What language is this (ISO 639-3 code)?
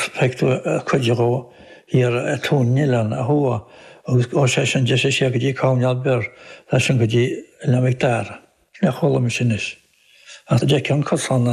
gle